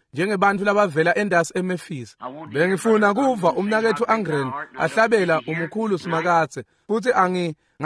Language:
Swati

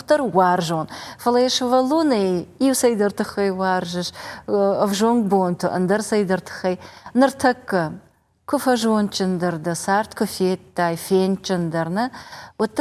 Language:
Ossetic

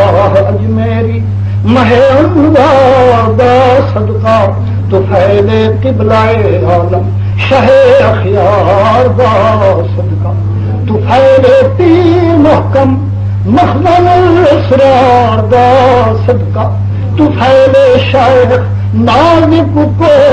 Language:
Saraiki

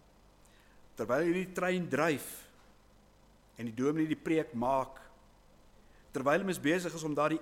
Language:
Afrikaans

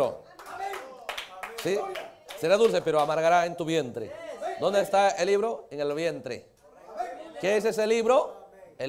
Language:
Spanish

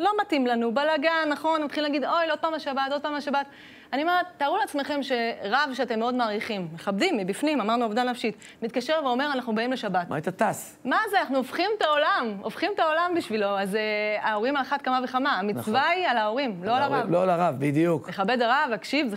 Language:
Hebrew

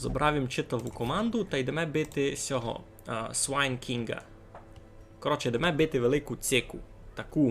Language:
Rusyn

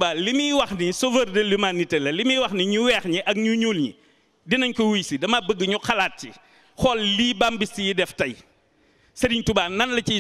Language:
Wolof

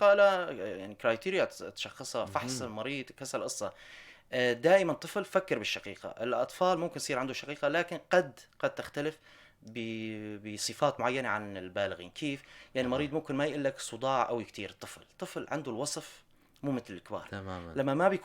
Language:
North Levantine Arabic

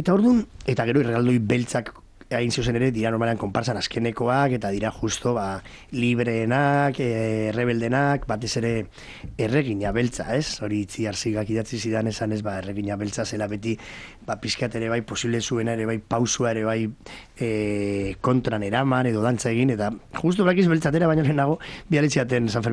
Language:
Basque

